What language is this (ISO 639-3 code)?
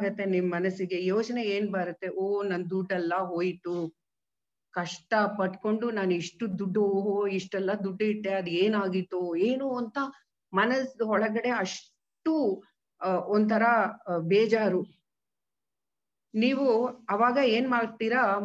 kan